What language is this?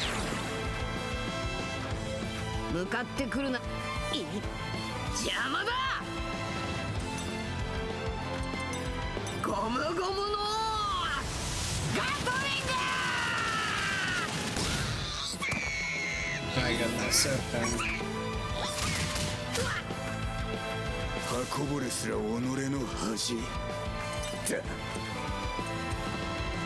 Japanese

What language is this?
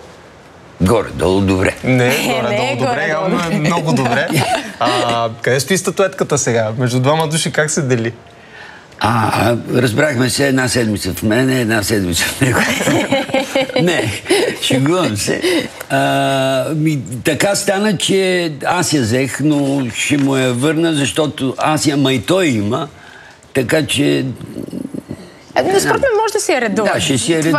Bulgarian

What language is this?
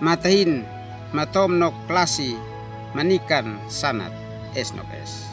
Uab Meto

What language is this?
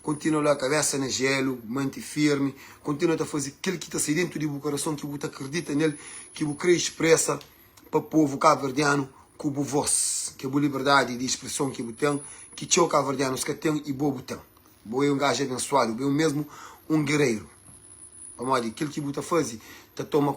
Kabuverdianu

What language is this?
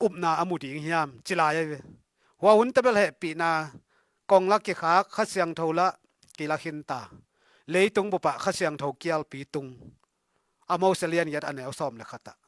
Tedim Chin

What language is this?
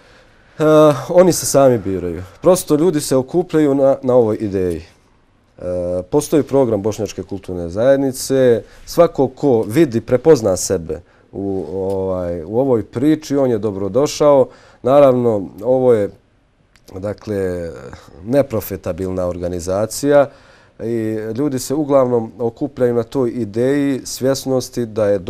Bosnian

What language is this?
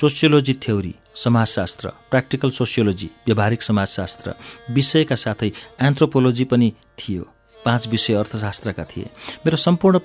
Nepali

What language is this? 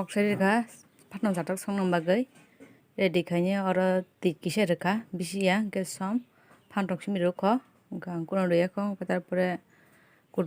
Kok Borok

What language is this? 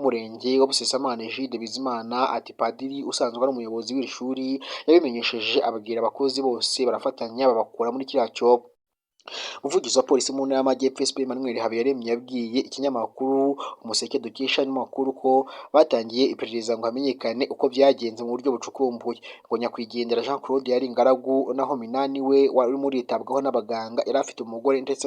Kinyarwanda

